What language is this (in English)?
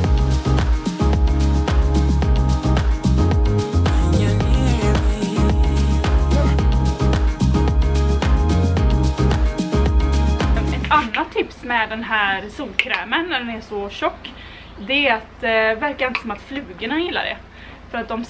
Swedish